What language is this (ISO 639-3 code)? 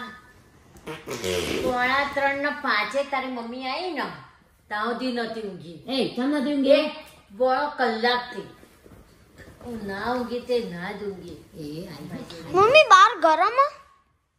guj